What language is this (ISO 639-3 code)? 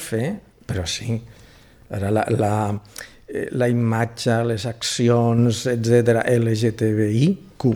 cat